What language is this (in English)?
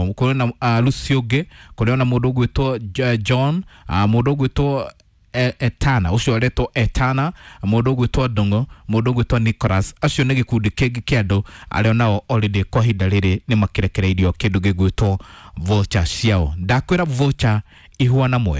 Kikuyu